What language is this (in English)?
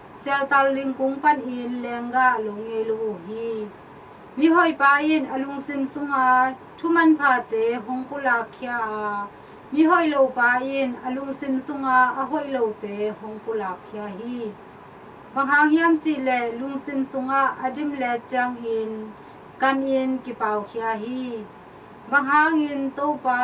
Tedim Chin